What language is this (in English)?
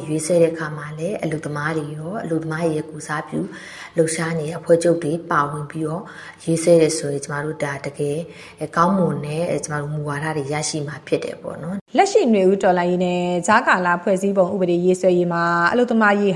Burmese